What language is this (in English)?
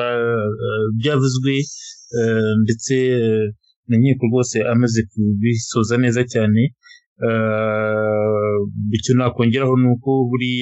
Kinyarwanda